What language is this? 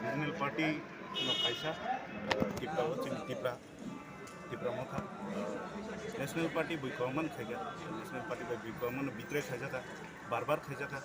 Riang (India)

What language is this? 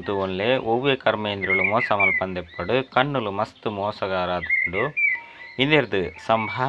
Tulu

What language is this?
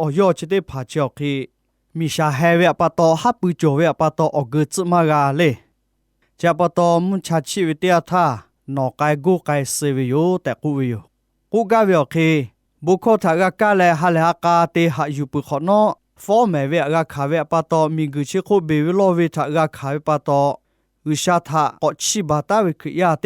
Lahu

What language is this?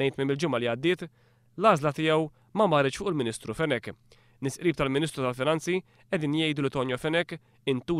Maltese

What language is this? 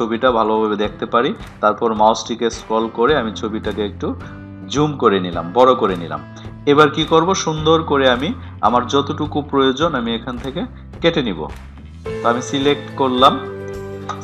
Bangla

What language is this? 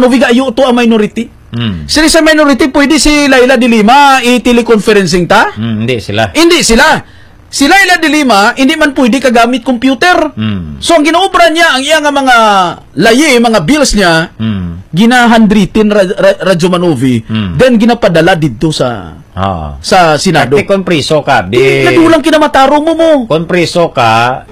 Hiligaynon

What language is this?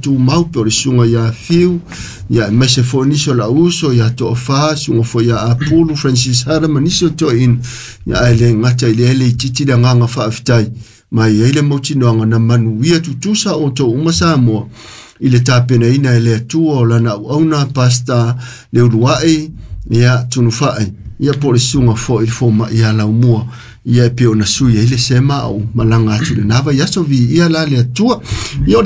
Samoan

